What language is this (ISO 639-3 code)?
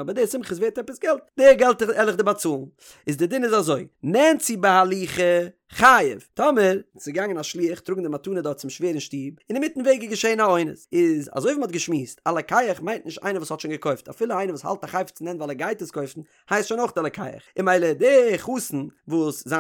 yid